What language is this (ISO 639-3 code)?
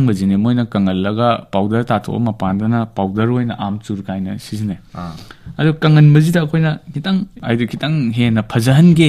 mni